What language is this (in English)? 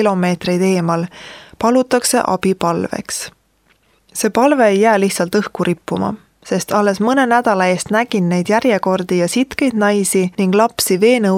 Estonian